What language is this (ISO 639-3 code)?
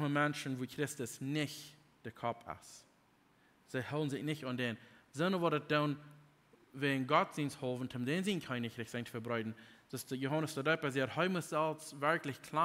pdt